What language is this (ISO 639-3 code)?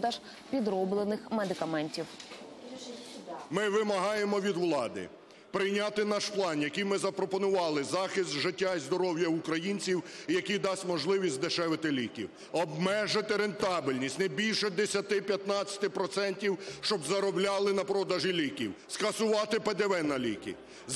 ukr